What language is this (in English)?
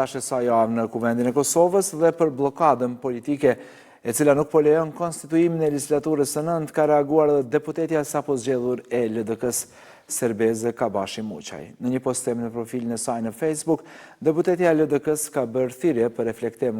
Albanian